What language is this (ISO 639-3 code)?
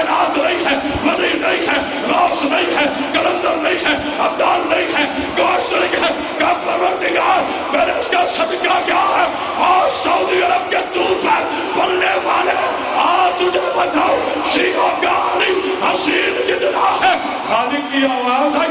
urd